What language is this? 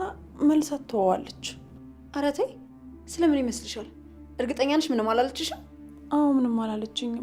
Amharic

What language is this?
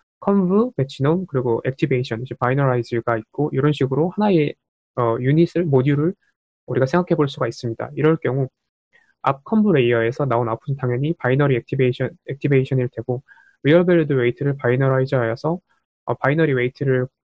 Korean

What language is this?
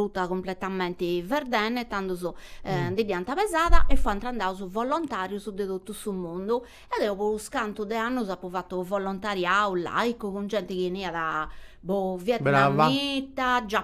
Sardinian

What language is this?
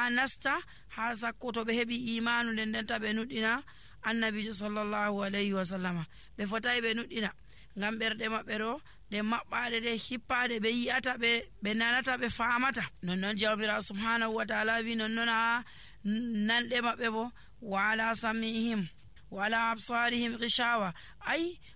Nigerian Fulfulde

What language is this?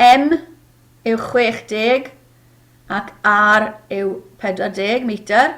Welsh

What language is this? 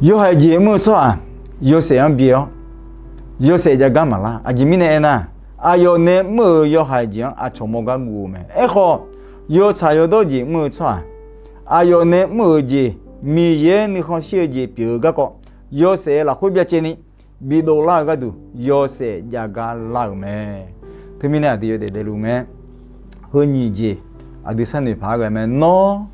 Akha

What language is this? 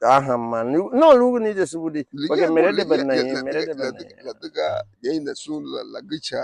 Garifuna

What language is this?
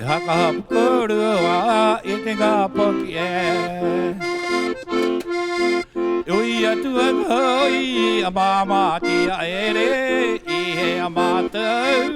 Rapanui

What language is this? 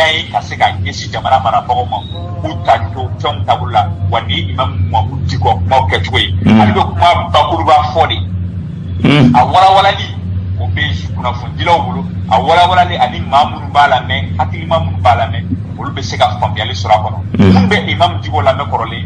Bambara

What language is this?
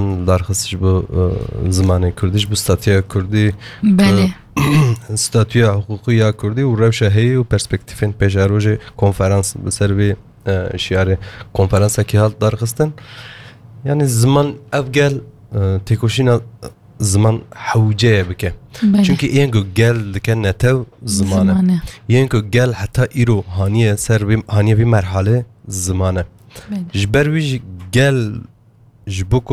Kurdish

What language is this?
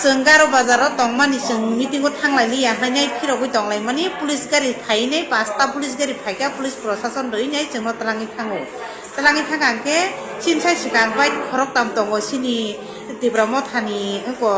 Kok Borok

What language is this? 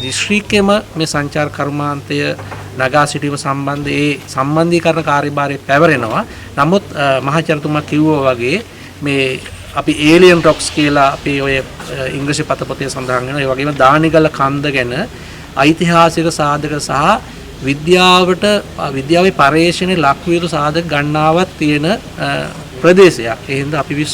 Sinhala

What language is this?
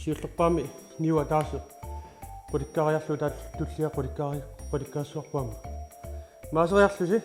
Kalaallisut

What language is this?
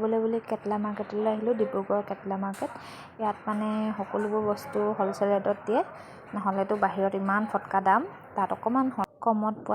Assamese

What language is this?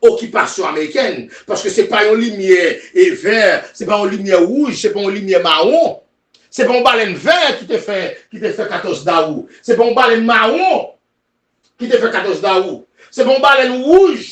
Haitian Creole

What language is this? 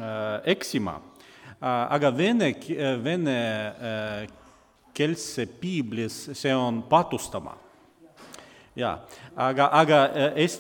Estonian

